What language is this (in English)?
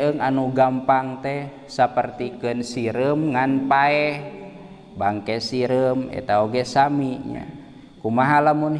Sundanese